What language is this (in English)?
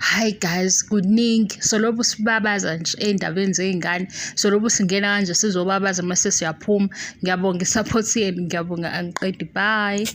Zulu